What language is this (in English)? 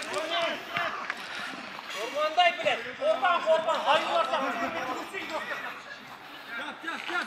Kazakh